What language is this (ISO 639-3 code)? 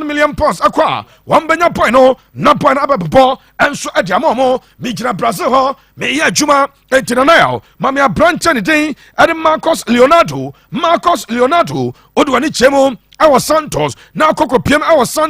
aka